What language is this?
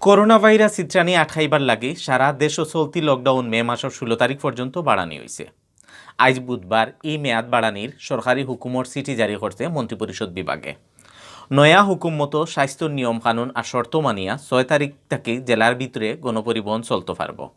Sylheti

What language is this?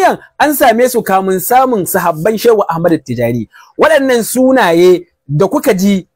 Hausa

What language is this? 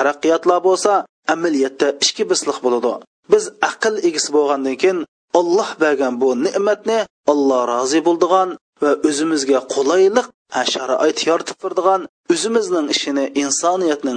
Uyghur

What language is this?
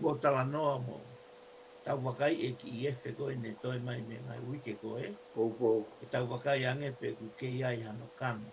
Tongan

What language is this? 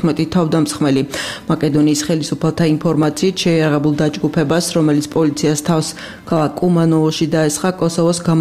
Georgian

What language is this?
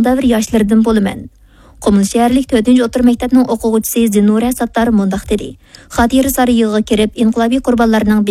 Uyghur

